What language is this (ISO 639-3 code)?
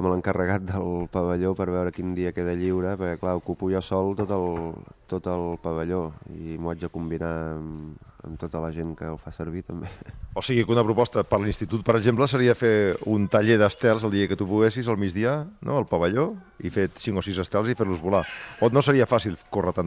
cat